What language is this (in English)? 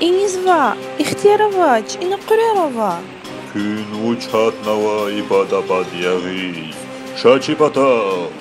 Lezghian